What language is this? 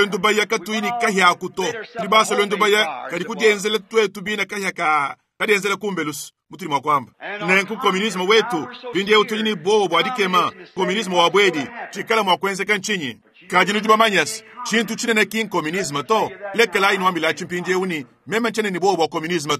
Luba-Lulua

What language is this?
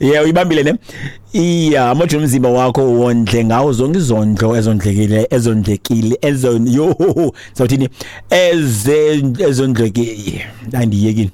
Xhosa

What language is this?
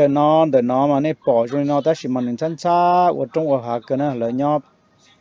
Hmong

